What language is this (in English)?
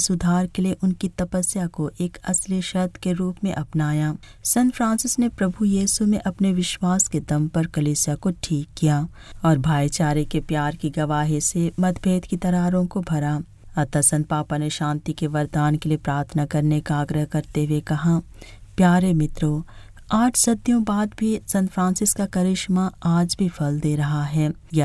Hindi